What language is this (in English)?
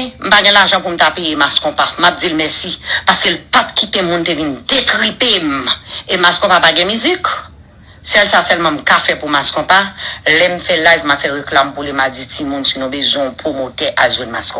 Haitian Creole